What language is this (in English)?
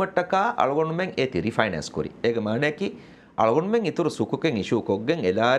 Divehi